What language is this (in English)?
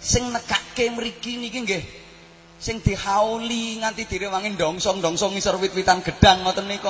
Javanese